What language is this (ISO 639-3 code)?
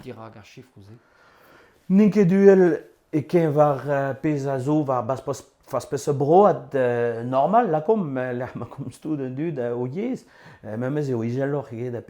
bre